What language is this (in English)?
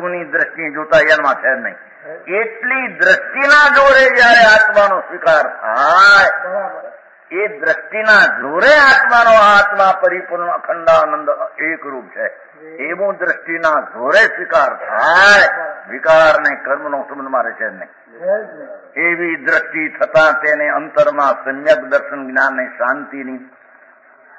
Gujarati